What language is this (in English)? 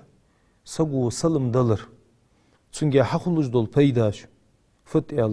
Ingush